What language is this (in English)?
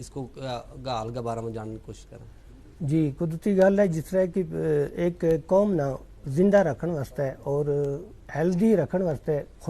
Gujari